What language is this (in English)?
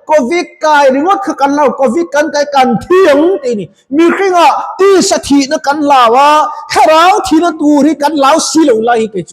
Mizo